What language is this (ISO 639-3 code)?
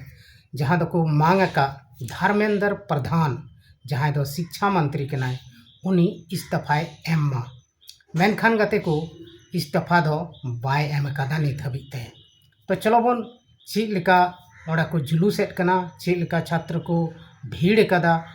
sat